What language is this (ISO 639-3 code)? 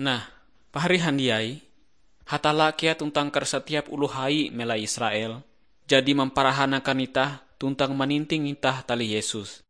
nij